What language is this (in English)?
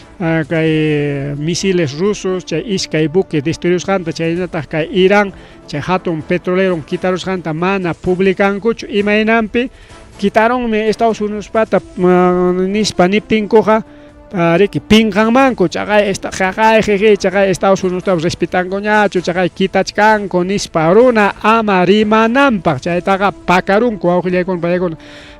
Ayacucho Quechua